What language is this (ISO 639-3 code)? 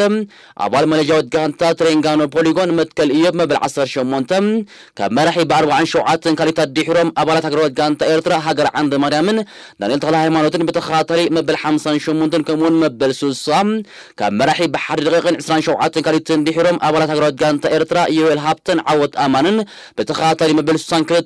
tir